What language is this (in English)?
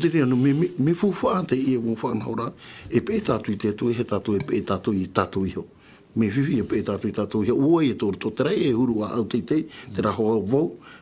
Tahitian